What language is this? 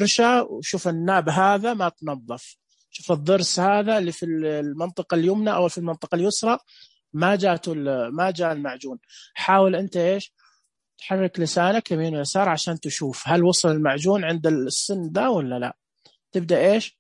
Najdi Arabic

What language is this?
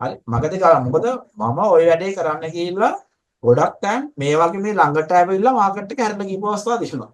Sinhala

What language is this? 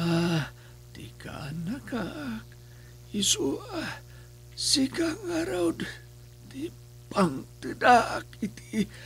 Iloko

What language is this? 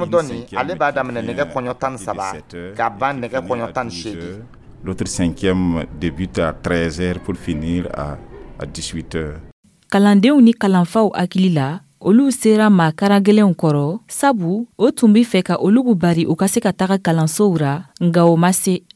Dyula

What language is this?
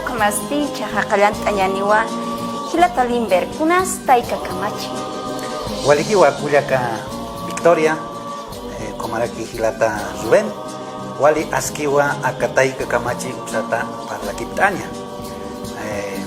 Aymara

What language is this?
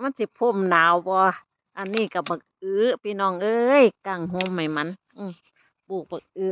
Northeastern Thai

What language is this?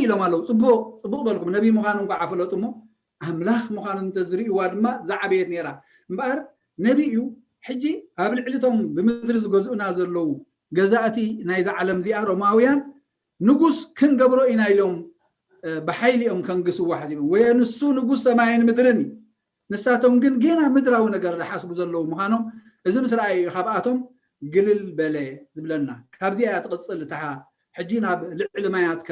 Tigrinya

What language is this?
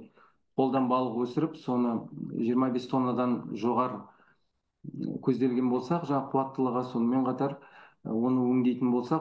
Kazakh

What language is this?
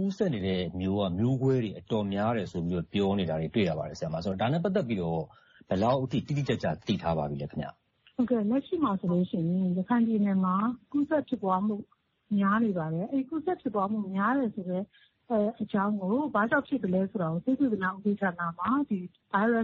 Burmese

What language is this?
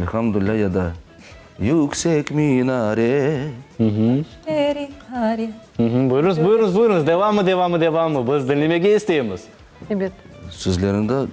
Crimean Tatar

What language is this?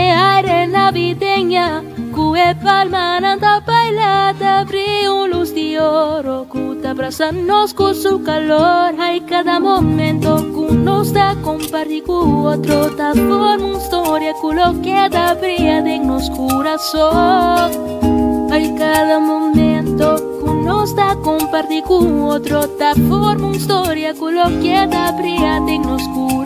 Papiamento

